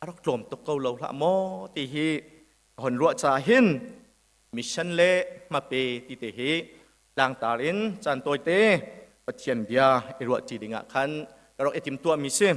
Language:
Hakha Chin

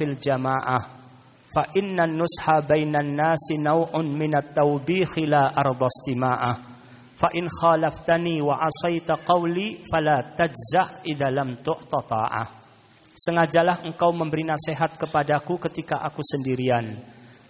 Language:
Indonesian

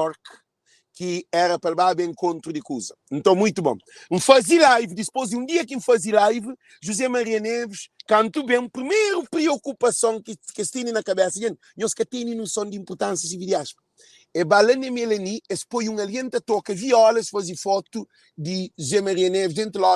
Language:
Kabuverdianu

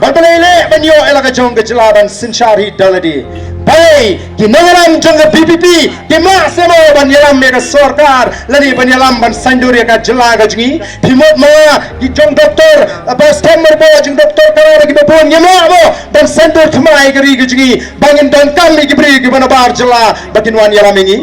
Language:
Khasi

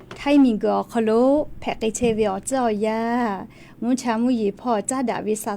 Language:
Lahu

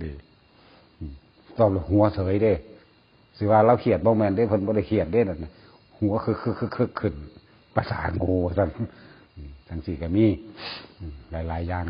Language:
Northeastern Thai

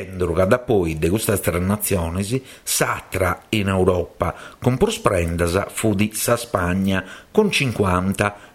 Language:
Sardinian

